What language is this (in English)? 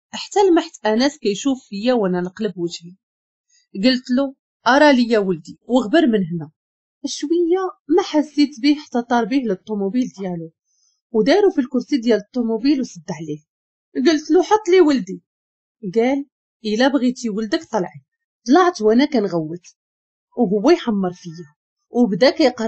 Moroccan Arabic